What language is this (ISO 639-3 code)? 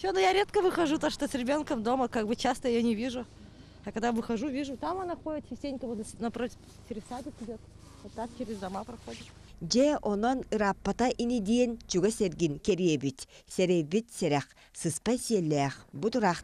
sah